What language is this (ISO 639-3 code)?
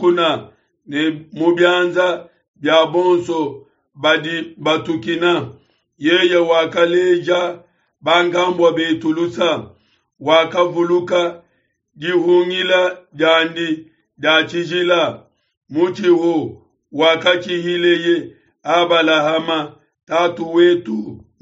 lua